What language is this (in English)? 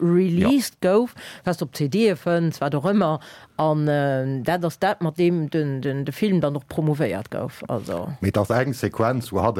Luxembourgish